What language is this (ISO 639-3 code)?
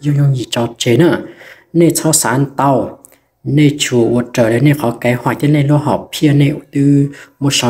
hmn